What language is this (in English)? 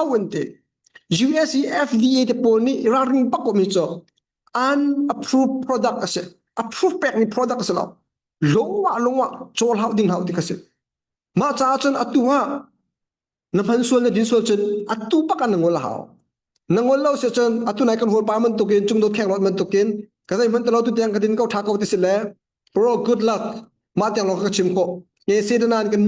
Hakha Chin